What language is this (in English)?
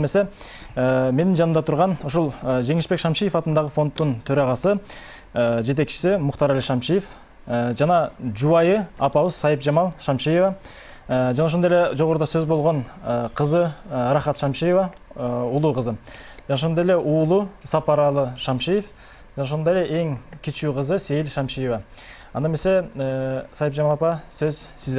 Kyrgyz